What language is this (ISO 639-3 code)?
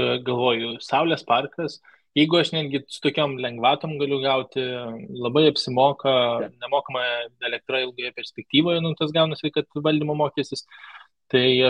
lit